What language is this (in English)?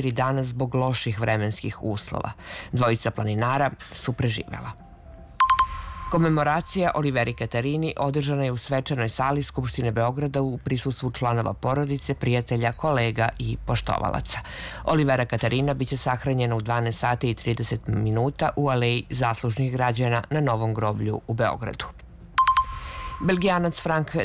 Serbian